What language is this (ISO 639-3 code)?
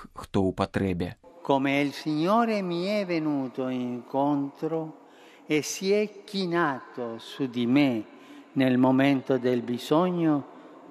bel